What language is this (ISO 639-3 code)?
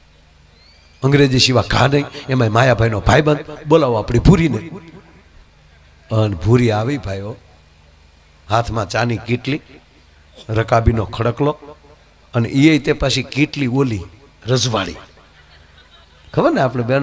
guj